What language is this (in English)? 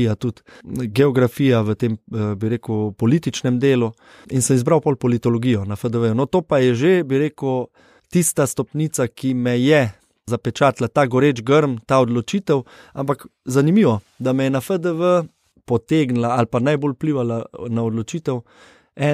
Slovenian